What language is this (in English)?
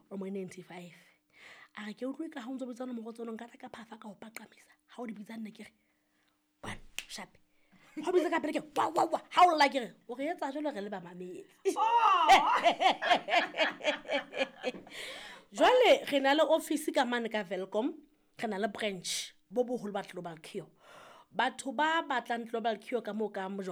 Southern Sotho